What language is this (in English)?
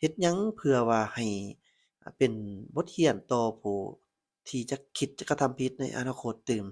Lao